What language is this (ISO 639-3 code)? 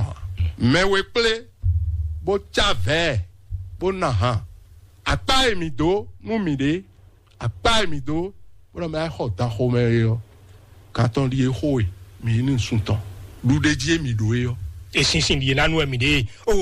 fon